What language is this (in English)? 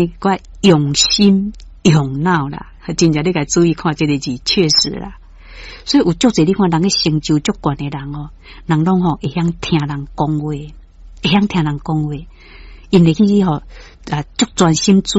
Min Nan Chinese